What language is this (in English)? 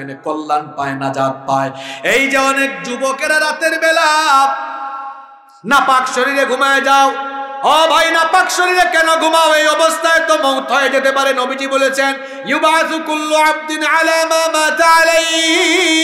Bangla